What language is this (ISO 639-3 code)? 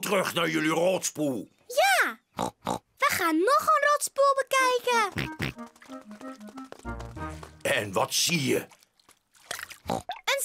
nld